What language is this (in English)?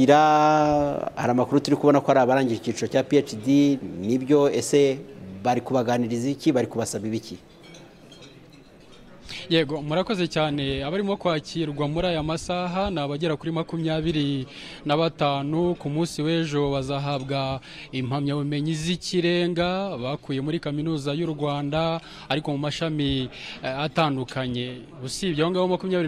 Kinyarwanda